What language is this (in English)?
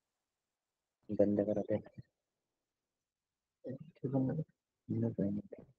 Marathi